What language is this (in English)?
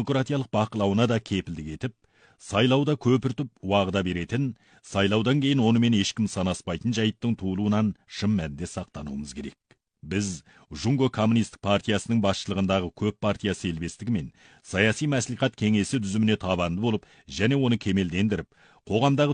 Kazakh